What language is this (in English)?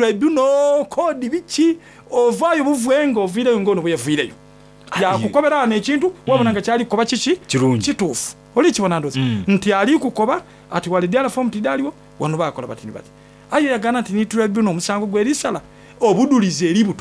Soga